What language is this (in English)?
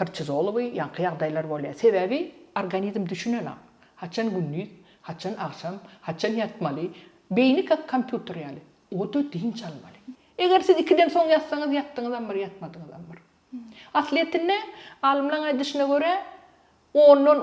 Turkmen